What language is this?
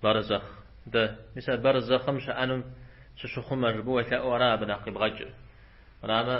Kabardian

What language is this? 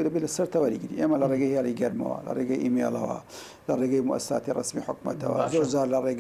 Central Kurdish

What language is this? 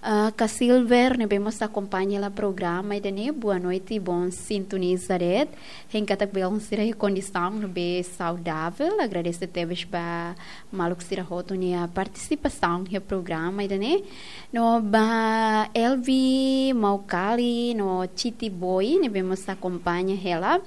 Tetum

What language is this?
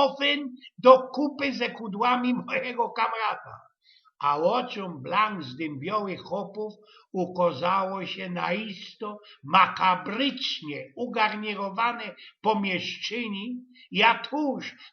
Silesian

